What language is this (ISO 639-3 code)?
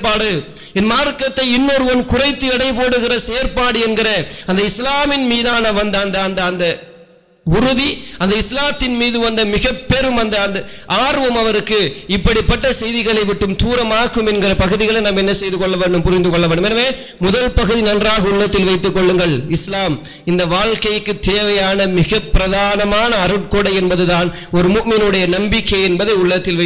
tam